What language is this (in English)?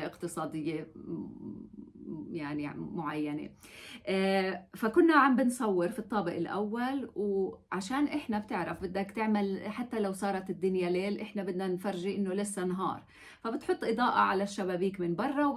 North Levantine Arabic